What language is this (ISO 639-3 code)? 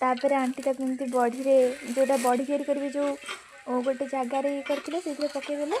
ori